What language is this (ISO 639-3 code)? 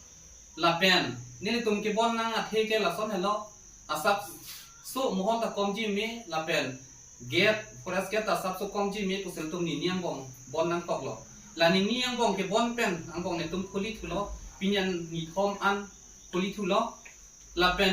mjw